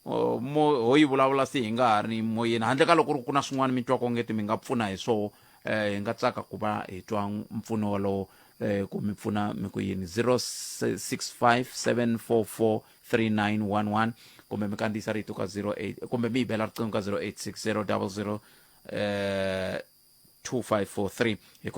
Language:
Tsonga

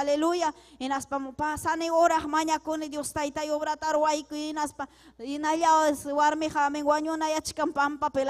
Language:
Ayacucho Quechua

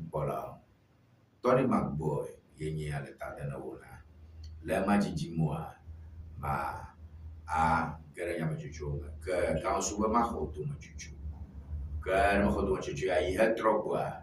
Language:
Ewe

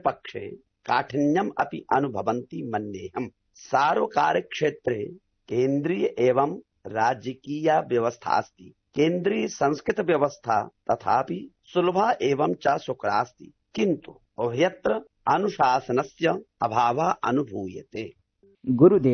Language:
Sanskrit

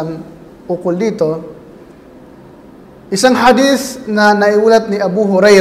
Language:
Filipino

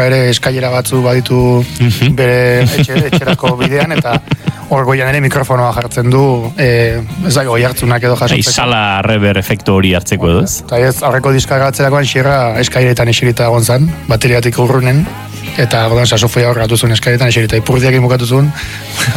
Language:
Basque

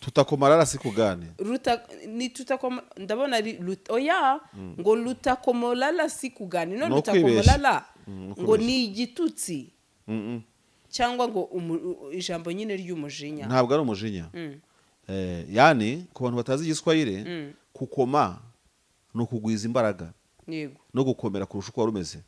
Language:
Kinyarwanda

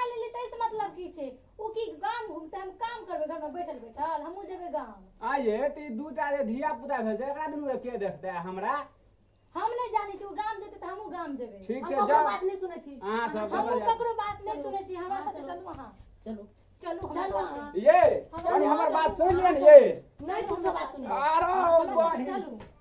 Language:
Maithili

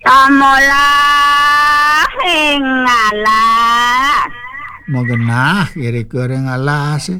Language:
Balinese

